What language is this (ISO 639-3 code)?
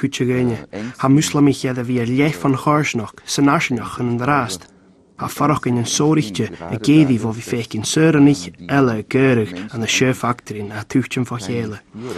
gla